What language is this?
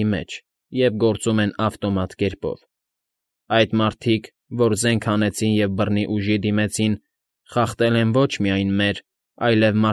Armenian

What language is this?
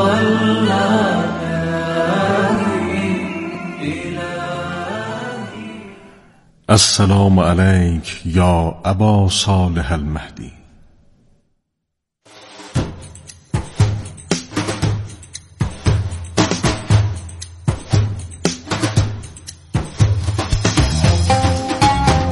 Persian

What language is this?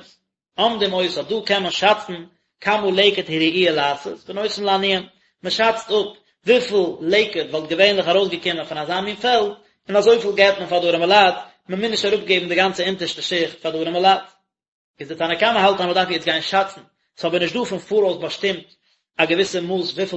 Yiddish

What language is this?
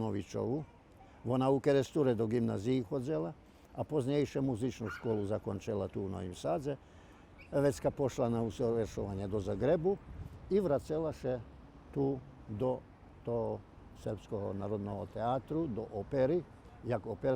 Rusyn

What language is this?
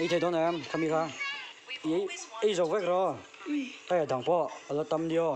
Mizo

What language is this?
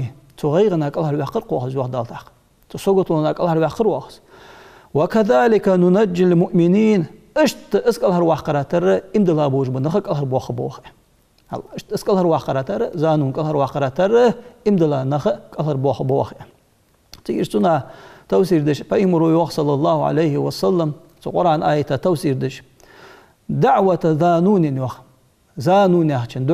Ingush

